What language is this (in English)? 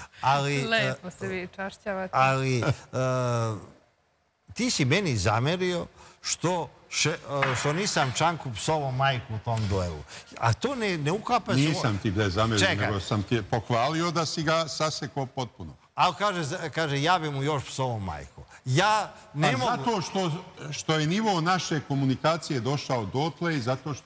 Serbian